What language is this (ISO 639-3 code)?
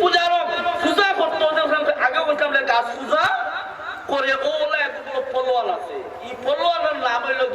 syl